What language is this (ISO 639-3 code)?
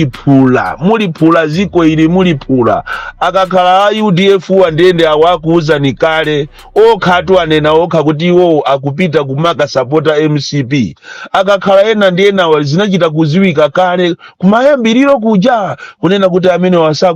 nya